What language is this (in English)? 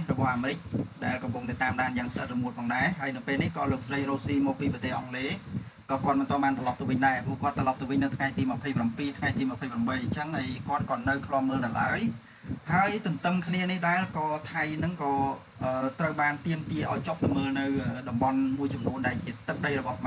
Khmer